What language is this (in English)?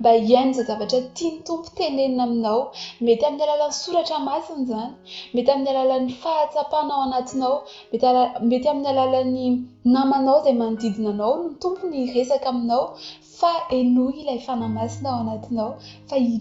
Malagasy